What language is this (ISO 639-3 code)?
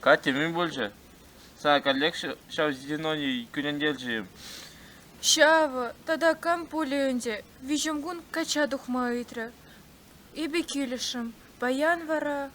chv